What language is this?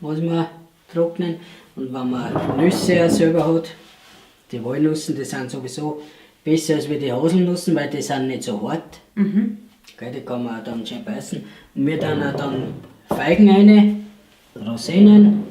Bavarian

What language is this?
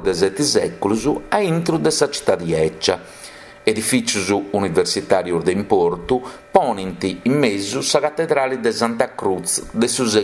Sardinian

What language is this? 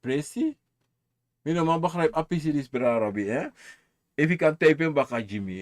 Sranan Tongo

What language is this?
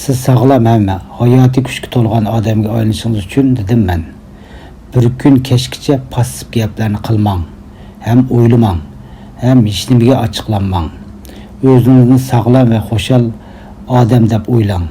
Uyghur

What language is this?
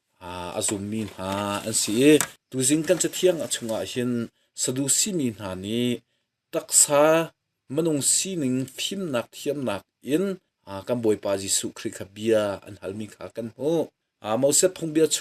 Hakha Chin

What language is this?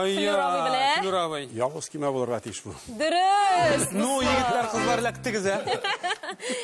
Tatar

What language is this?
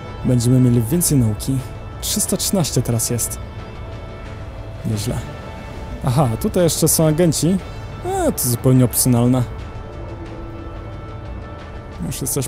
Polish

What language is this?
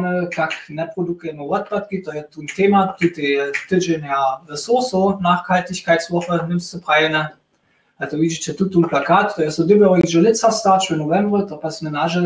Upper Sorbian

